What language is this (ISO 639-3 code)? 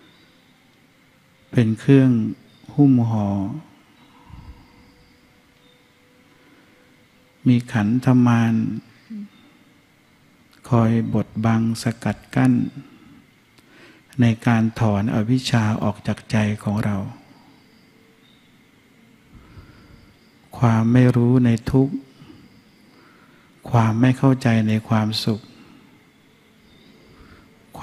tha